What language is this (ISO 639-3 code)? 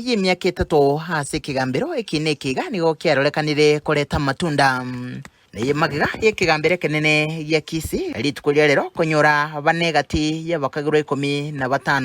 guz